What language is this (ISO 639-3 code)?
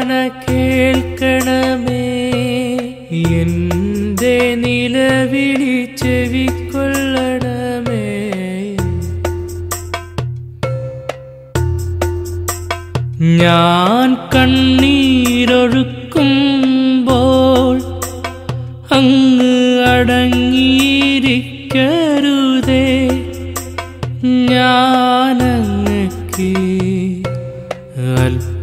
mal